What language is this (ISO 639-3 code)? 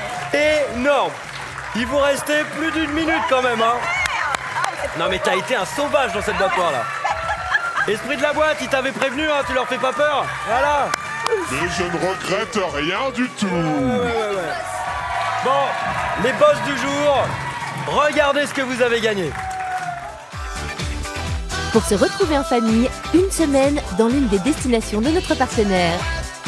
fra